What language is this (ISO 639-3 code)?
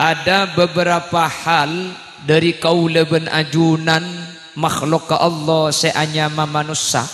mad